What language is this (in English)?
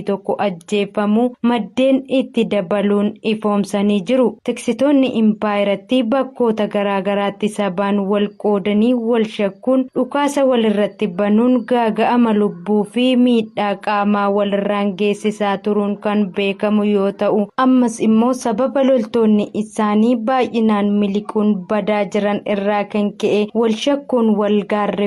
Oromo